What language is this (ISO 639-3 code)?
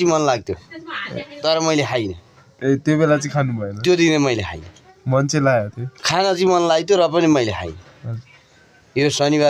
nep